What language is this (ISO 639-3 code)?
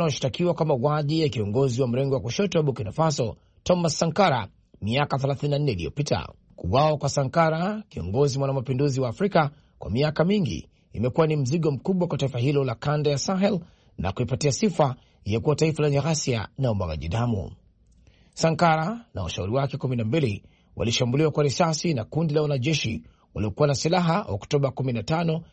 swa